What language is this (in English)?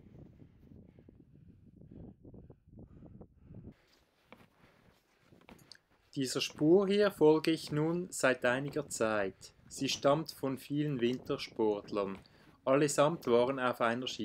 German